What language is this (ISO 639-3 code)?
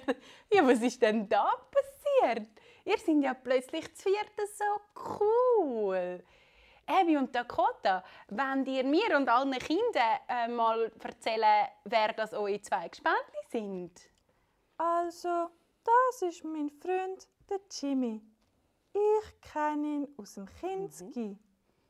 gsw